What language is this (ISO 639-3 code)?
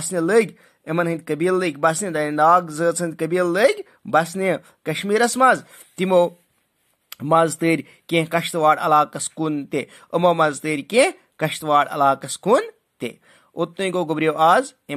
kas